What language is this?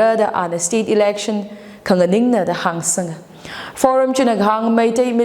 Tangkhul Naga (India)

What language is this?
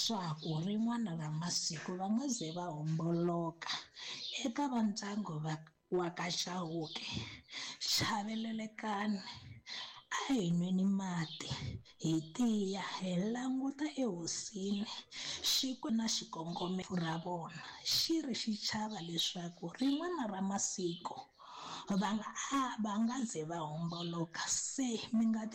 Tsonga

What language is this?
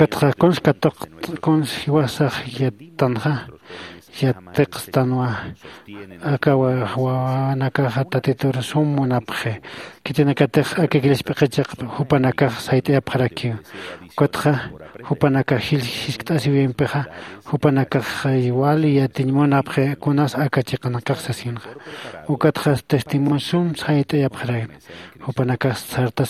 Aymara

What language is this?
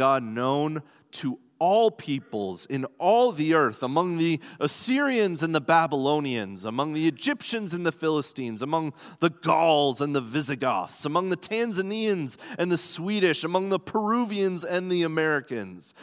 English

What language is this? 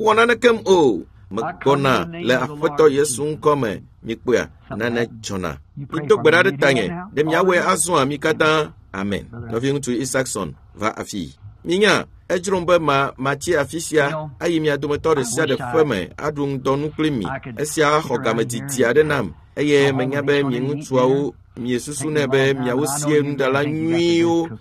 Ewe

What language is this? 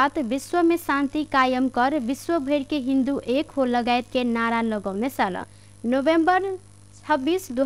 Maithili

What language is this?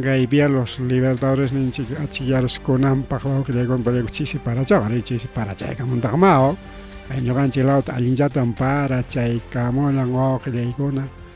Ayacucho Quechua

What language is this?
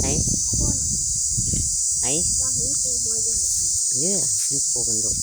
Northeastern Thai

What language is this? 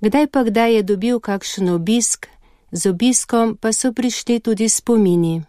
Slovenian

